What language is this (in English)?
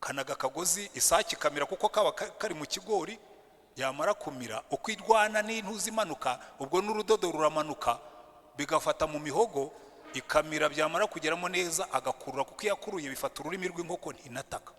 Kinyarwanda